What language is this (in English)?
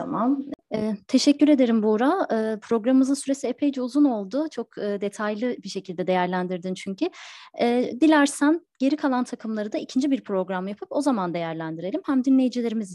Turkish